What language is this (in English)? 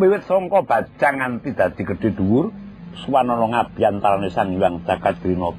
Javanese